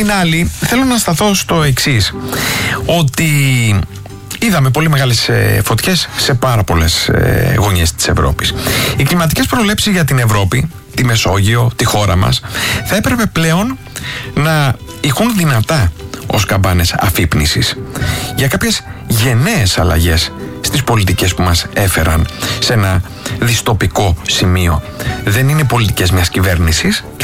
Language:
Greek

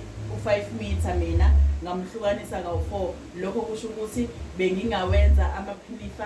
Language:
Zulu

